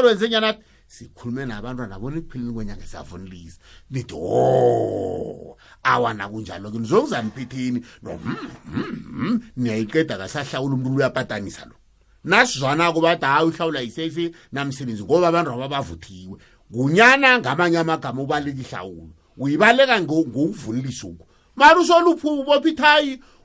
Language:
South Ndebele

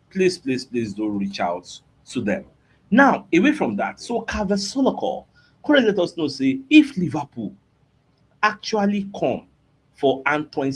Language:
Nigerian Pidgin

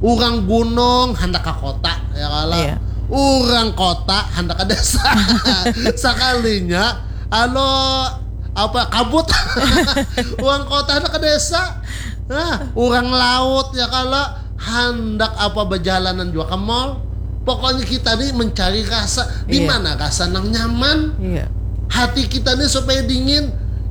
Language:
Banjar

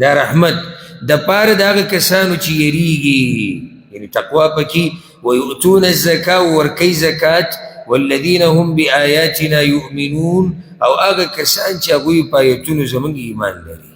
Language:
Pashto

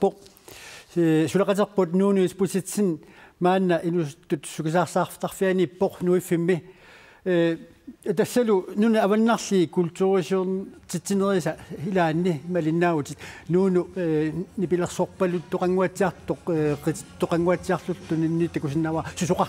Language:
Kalaallisut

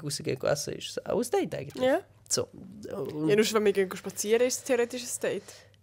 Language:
Swiss German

